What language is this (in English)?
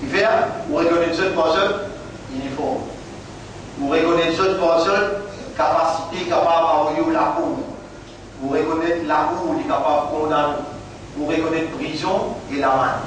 Morisyen